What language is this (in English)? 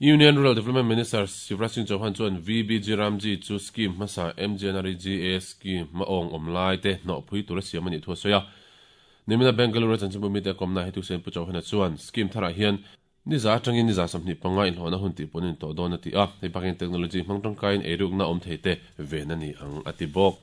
Mizo